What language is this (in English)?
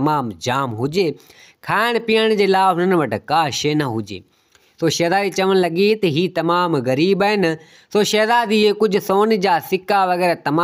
Sindhi